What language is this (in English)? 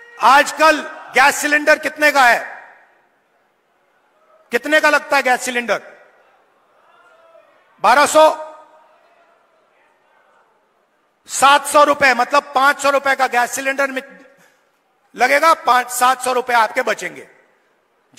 Hindi